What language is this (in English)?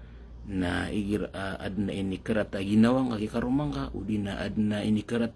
Maranao